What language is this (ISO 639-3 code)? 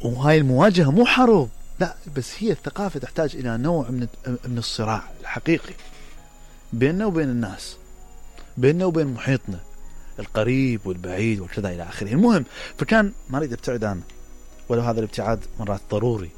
acm